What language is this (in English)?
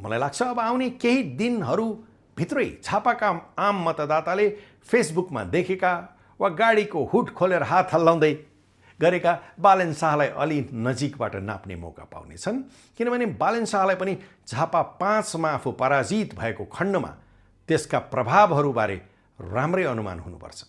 Nepali